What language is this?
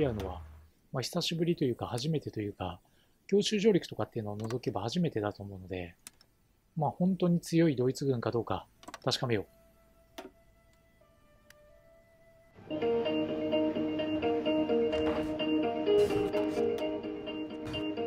Japanese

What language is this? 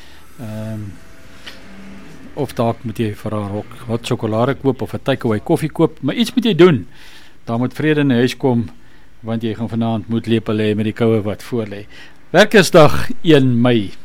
Afrikaans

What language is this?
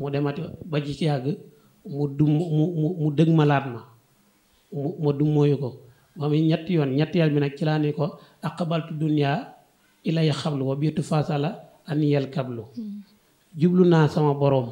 Wolof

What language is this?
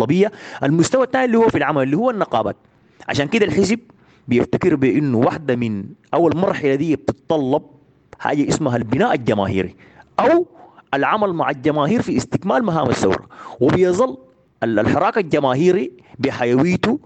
Sudanese Arabic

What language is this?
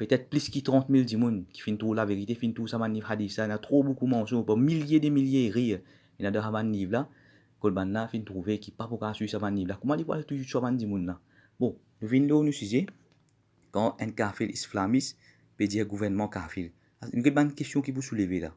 Morisyen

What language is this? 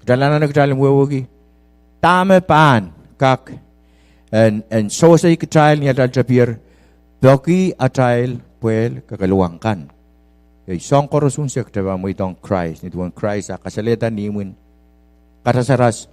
Pohnpeian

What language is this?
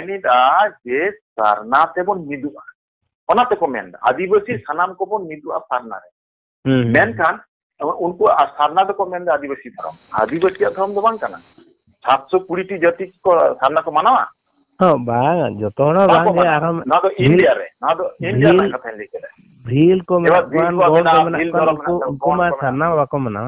Santali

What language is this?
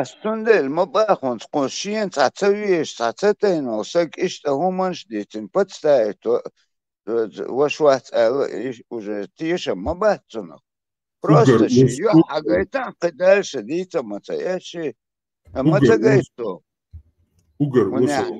Chechen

